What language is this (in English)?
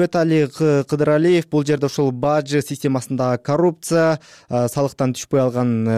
Kyrgyz